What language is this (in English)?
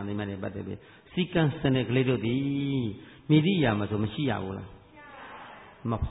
Burmese